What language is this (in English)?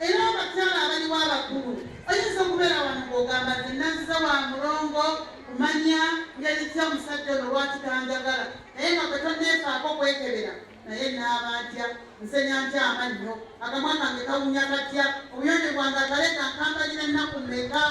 Ganda